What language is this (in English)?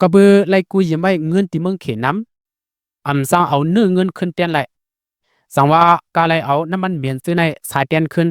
Lao